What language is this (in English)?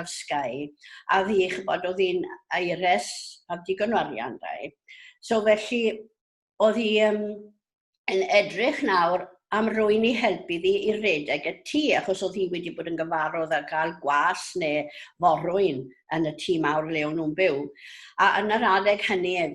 Welsh